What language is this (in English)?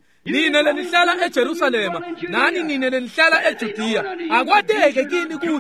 Swati